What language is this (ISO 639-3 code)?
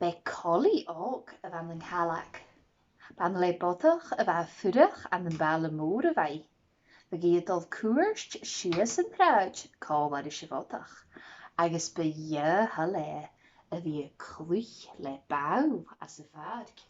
gla